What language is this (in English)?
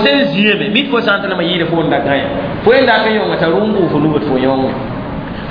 Mossi